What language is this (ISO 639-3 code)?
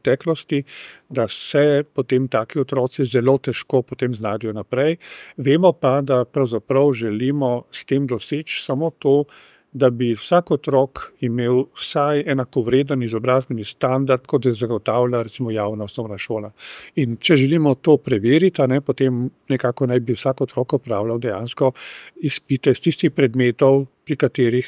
slv